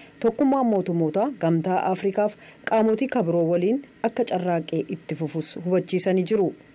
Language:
Oromo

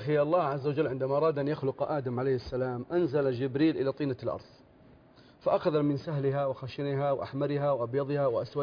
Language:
Arabic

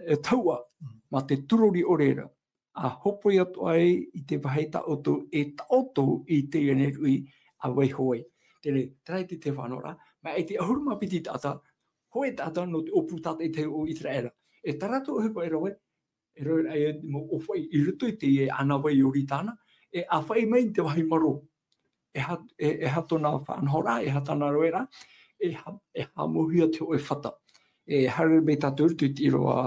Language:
Tahitian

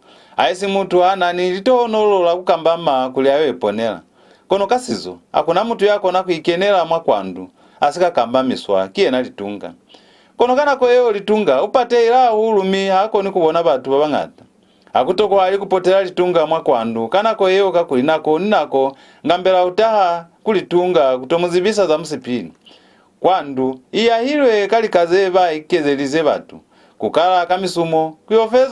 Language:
Lozi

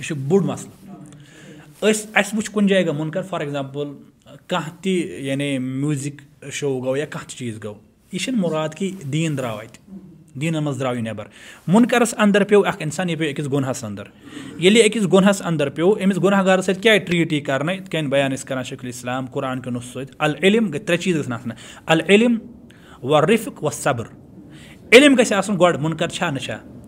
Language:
Kashmiri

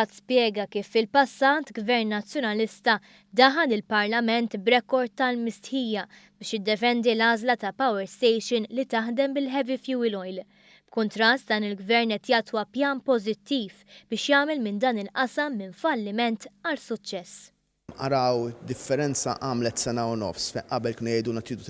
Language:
Maltese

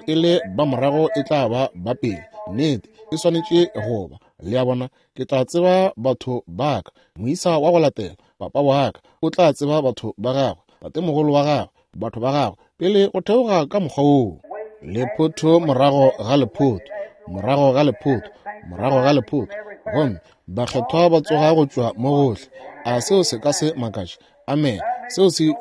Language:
Northern Sotho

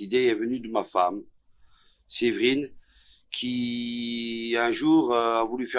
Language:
Luxembourgish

